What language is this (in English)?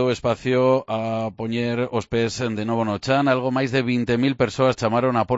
Galician